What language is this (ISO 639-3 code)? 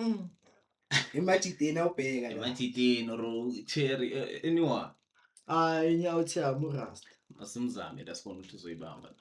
zul